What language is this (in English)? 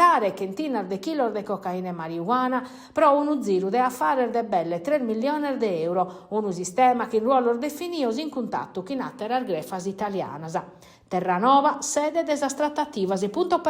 Sardinian